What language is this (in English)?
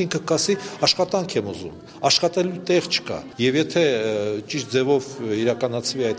Armenian